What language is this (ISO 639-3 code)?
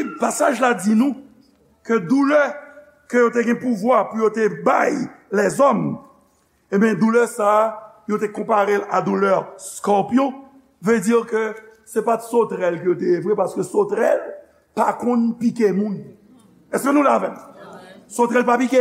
hat